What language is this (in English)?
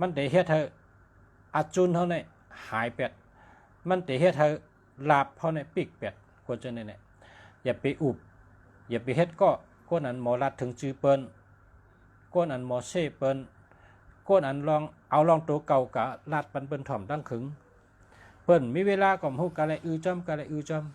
Shan